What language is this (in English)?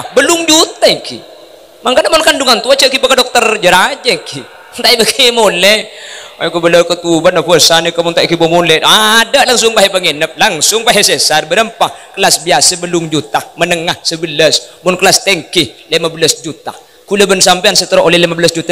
Madurese